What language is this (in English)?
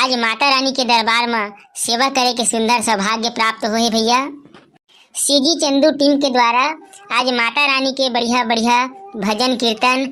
Chhattisgarhi